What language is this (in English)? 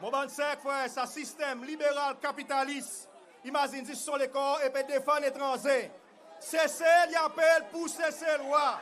Seselwa Creole French